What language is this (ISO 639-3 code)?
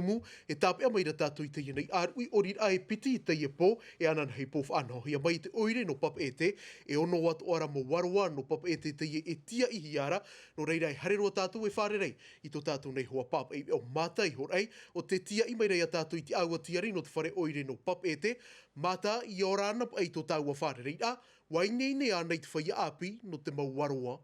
tah